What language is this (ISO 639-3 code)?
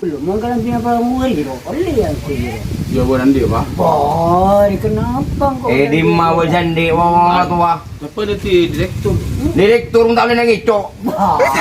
mad